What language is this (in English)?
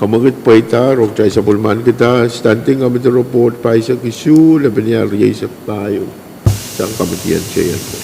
Pohnpeian